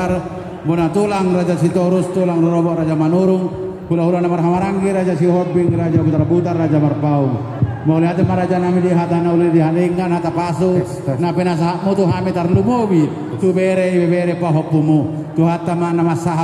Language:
Batak Toba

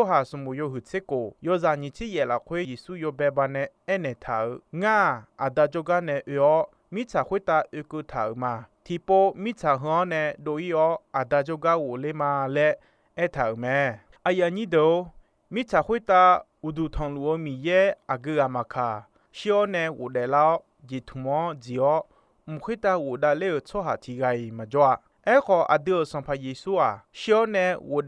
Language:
Akha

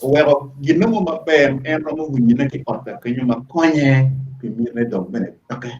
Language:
Acoli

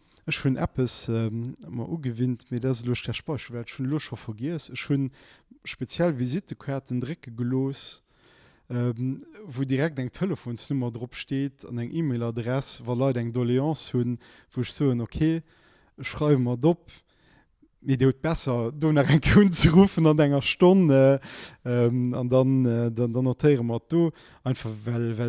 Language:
Luxembourgish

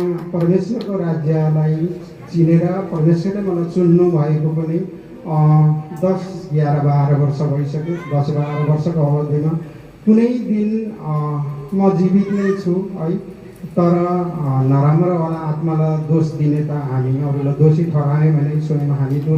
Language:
Nepali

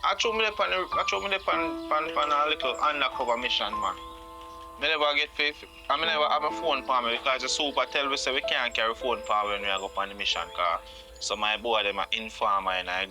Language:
Jamaican Creole English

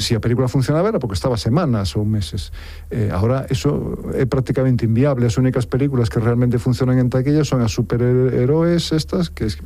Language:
Galician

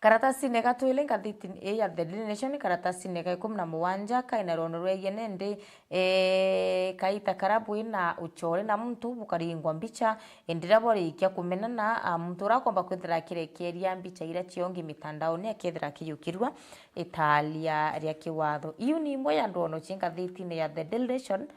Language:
Meru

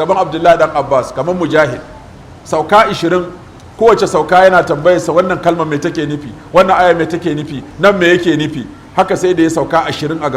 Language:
Hausa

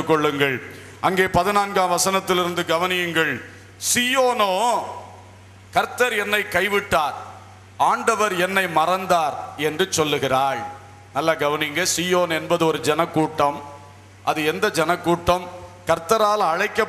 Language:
Tamil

